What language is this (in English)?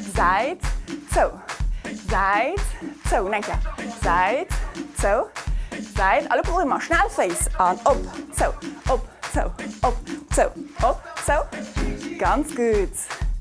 Luxembourgish